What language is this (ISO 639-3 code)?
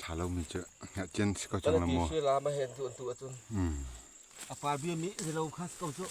cfm